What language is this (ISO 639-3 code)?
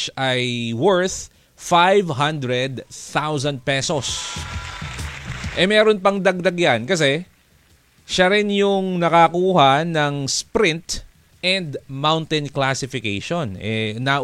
fil